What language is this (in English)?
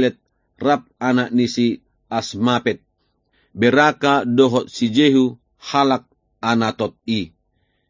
Batak Toba